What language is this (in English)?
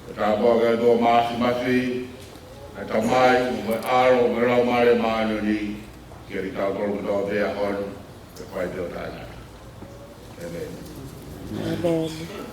Tongan